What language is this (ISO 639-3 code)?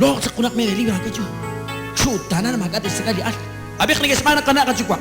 kek